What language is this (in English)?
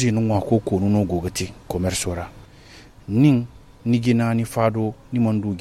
Zarma